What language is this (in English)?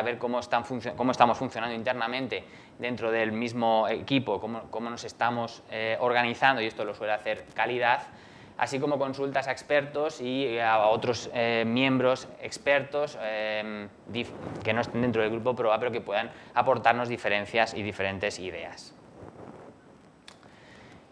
Spanish